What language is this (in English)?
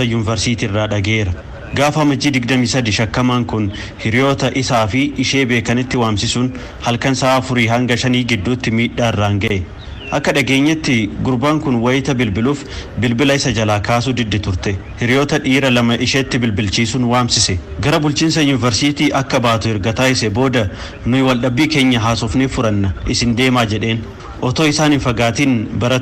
Oromo